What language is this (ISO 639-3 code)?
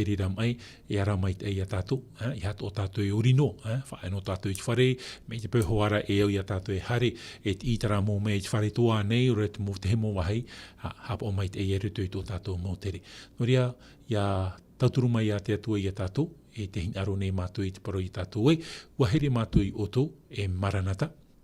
tah